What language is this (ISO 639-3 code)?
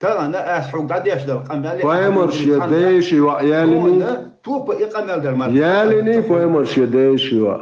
che